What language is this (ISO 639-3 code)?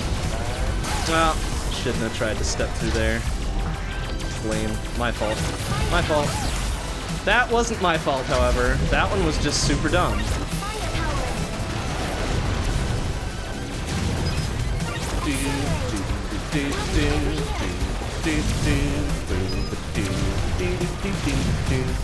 eng